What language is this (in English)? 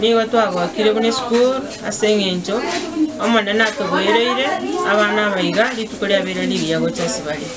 Gusii